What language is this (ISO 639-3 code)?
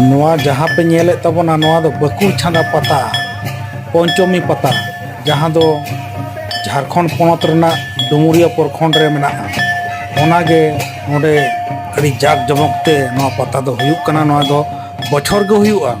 sat